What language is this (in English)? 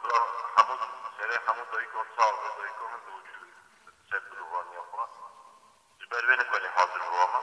Kurdish